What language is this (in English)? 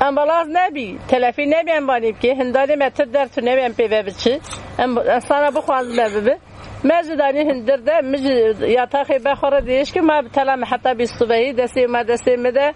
Kurdish